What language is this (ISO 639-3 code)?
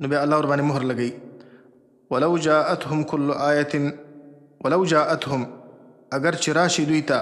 pus